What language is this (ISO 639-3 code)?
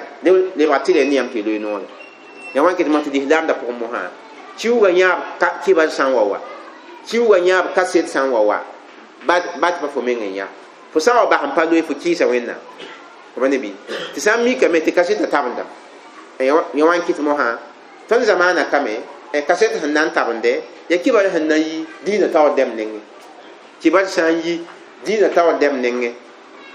mos